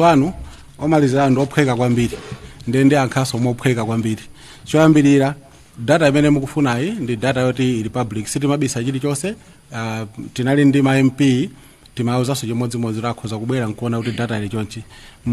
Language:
Nyanja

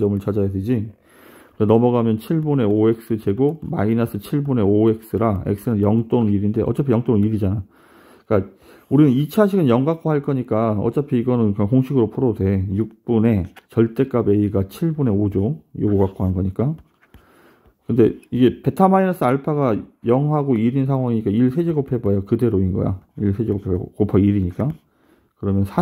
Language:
Korean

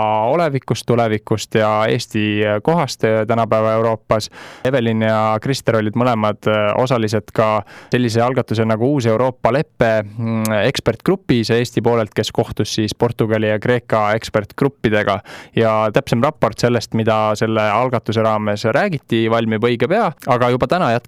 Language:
Estonian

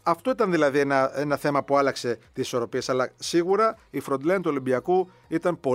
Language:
Greek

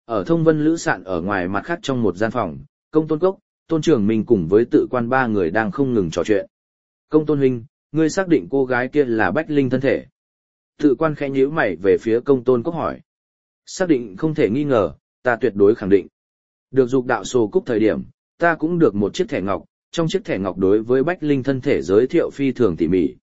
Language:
Vietnamese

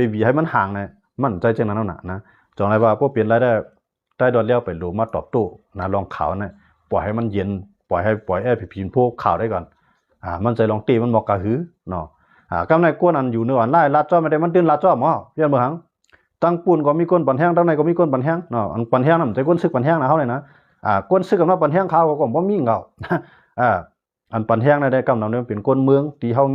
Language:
Shan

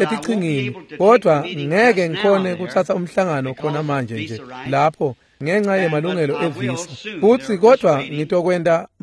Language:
Swati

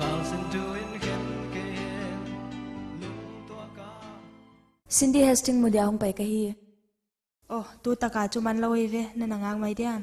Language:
Paite Chin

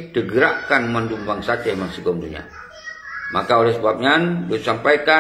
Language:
Achinese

